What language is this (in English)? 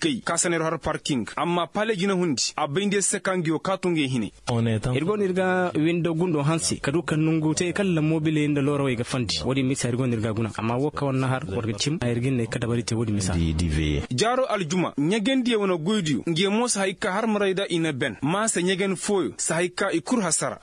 Koyraboro Senni